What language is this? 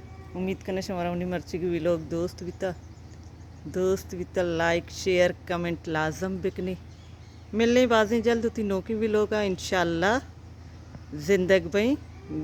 Baluchi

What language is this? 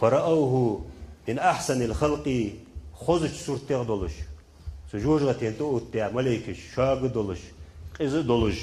Ingush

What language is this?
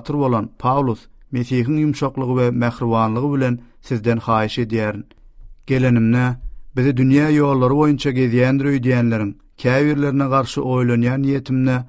Turkmen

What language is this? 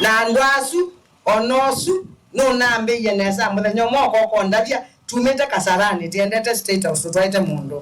Kamba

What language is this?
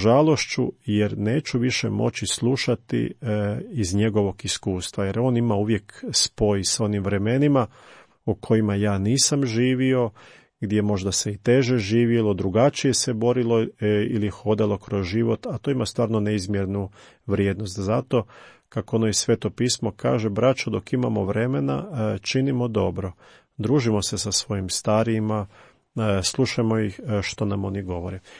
Croatian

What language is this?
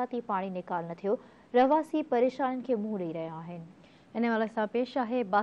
Sindhi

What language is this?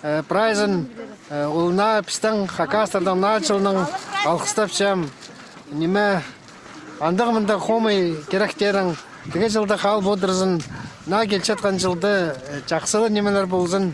Khakas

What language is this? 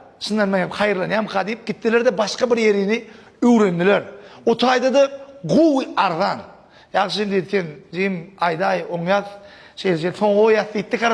Turkmen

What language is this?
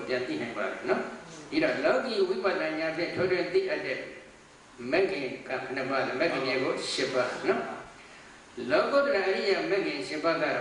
Burmese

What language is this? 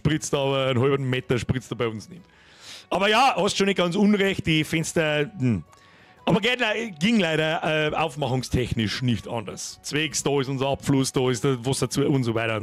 Bavarian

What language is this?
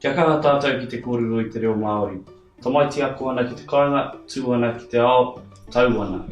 Māori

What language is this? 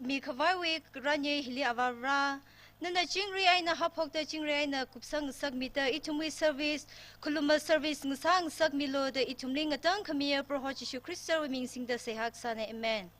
Tangkhul Naga (India)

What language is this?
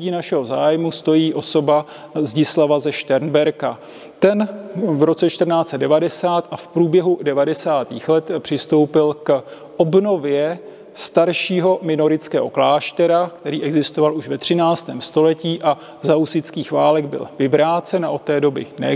Czech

